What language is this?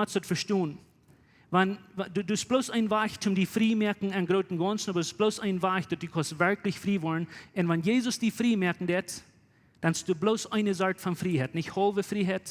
Plautdietsch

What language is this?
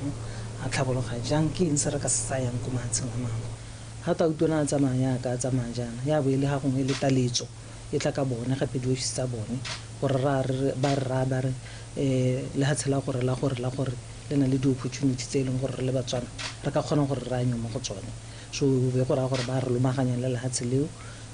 Tswana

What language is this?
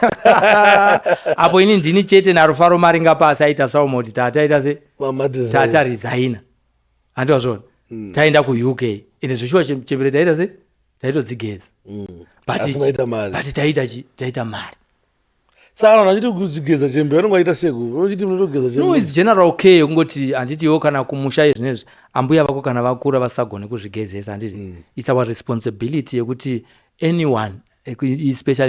Shona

